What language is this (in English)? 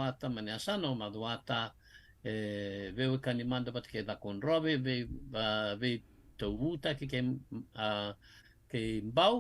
Fijian